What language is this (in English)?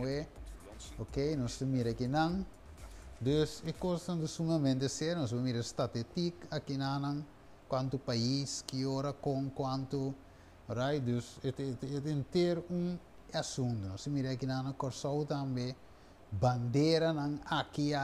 Papiamento